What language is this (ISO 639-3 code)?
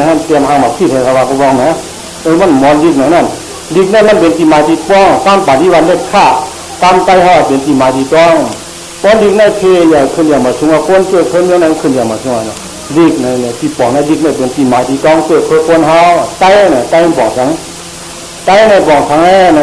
shn